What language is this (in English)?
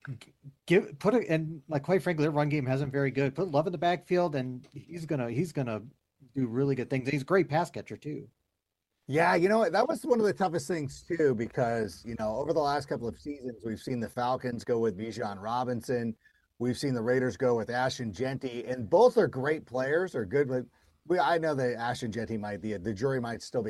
English